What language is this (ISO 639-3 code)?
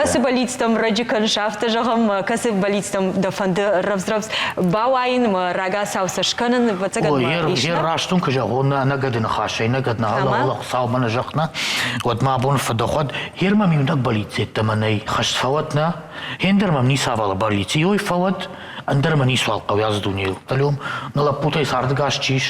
oss